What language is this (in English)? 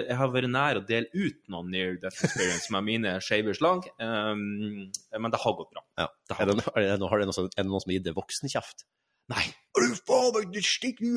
Norwegian